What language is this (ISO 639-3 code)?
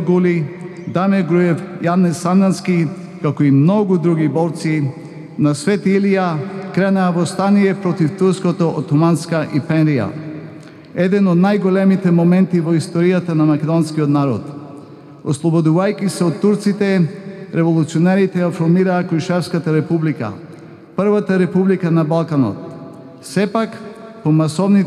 mkd